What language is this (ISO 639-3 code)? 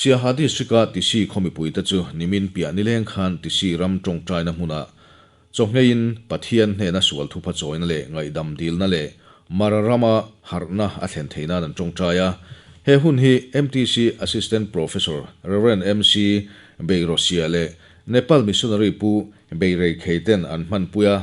lus